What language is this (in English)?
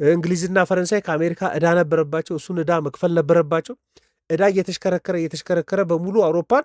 Amharic